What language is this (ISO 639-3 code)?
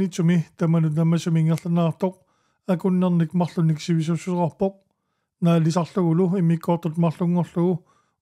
kal